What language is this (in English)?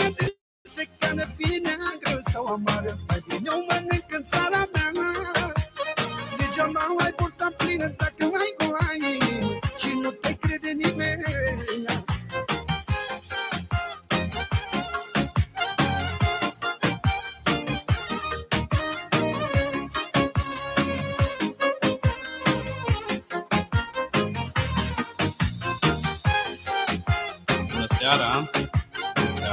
Romanian